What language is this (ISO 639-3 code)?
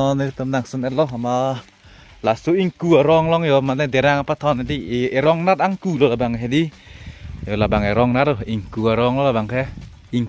mjw